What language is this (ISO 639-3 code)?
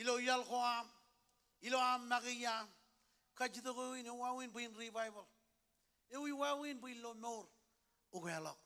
mah